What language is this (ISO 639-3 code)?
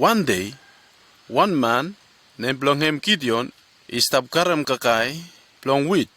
bis